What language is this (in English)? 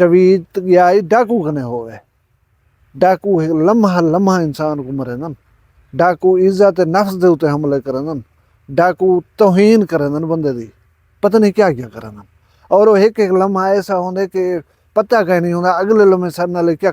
Saraiki